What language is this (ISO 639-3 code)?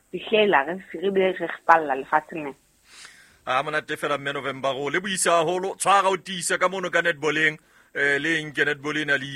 sot